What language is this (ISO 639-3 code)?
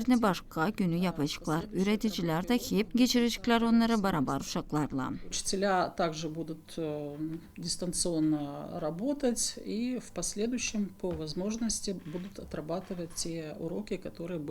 gag